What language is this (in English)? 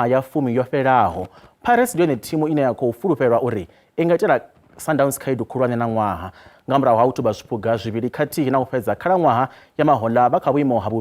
Venda